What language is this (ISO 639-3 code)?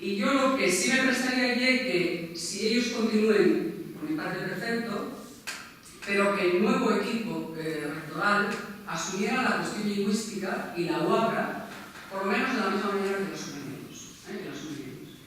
ast